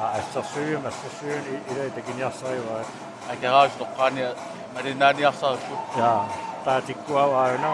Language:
Kalaallisut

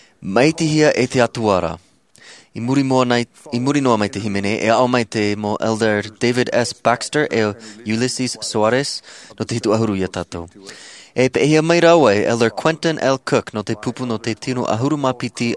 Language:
Tahitian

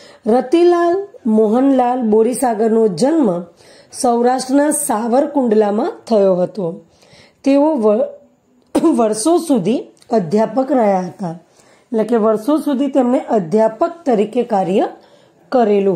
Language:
Gujarati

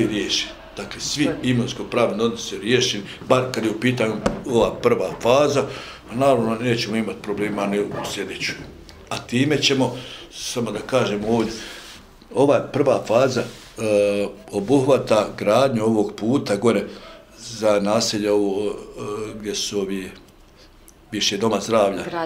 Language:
Bosnian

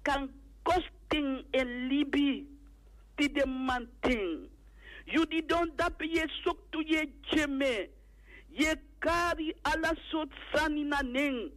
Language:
Sranan Tongo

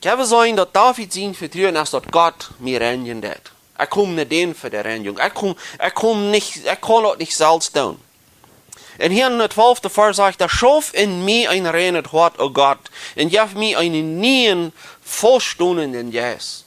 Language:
Plautdietsch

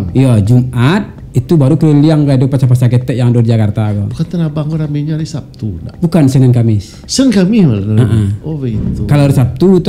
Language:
Minangkabau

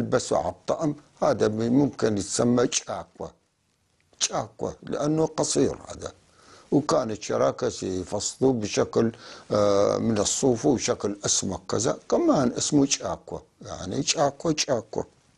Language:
North Levantine Arabic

